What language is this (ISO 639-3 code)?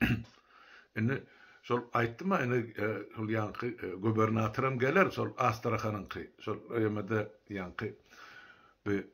tuk